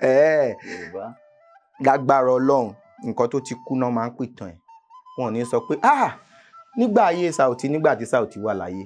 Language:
Yoruba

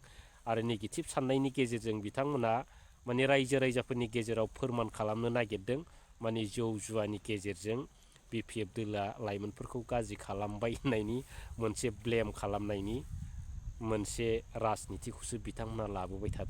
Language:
Bodo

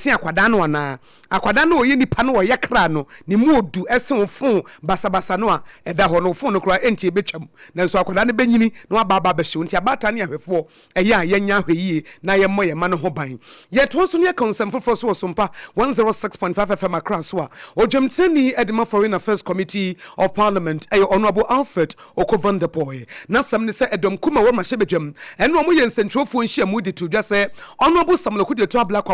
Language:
Akan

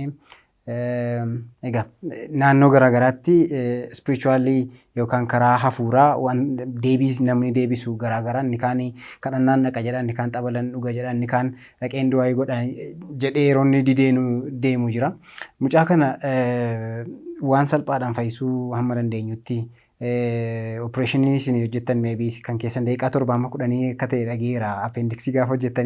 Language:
Oromo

